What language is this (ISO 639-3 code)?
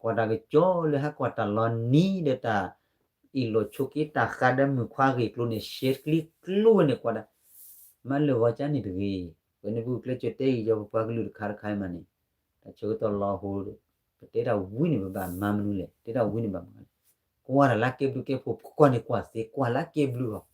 ksw